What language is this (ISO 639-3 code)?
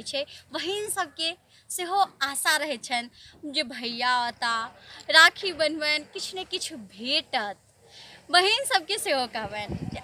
mai